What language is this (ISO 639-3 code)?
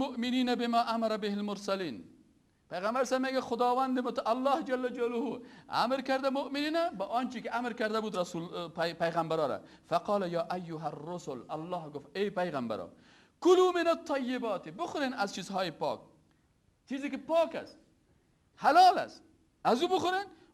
fas